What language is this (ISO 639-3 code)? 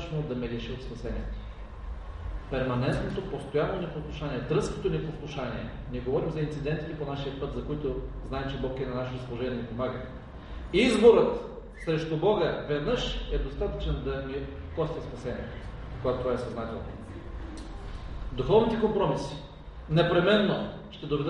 bul